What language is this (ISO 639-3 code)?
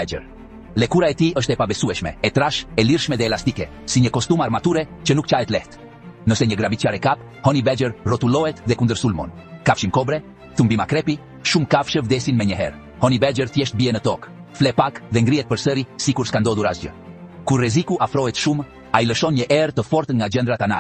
sqi